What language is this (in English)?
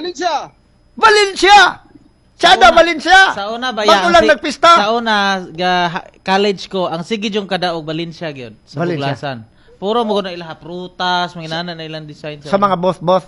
Cebuano